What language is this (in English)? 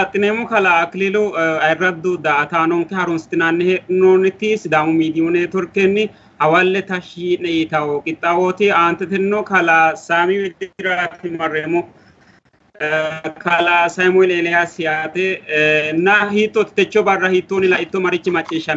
Sidamo